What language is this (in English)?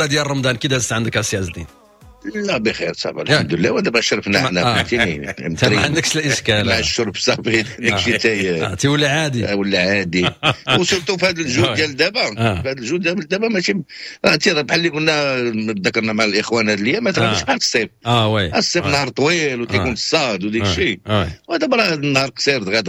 Moroccan Arabic